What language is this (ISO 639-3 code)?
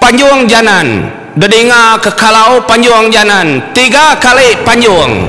iba